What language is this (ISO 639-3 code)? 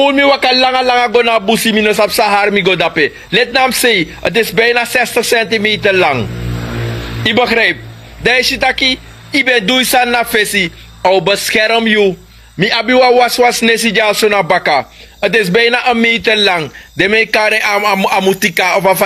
srn